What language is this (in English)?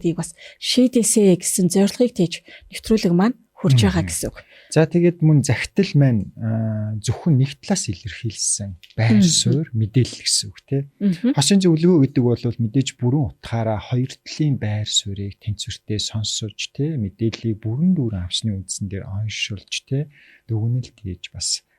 Mongolian